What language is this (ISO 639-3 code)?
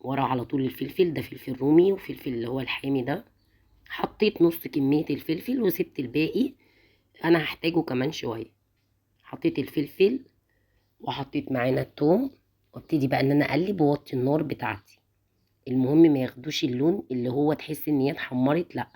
arz